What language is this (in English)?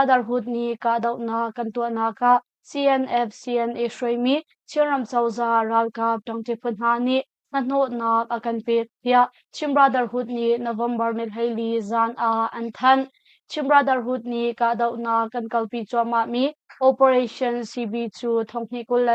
Hakha Chin